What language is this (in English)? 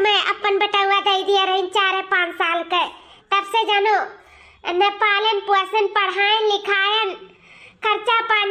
Awadhi